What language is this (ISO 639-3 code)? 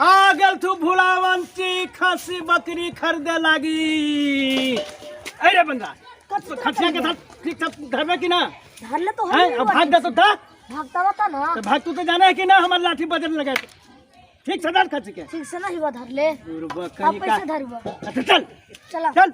mag